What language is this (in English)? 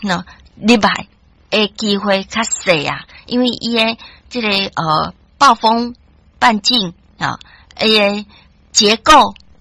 Min Nan Chinese